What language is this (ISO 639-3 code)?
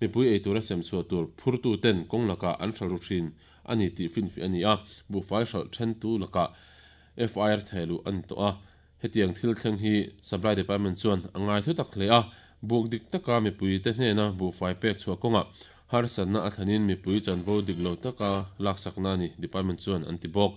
lus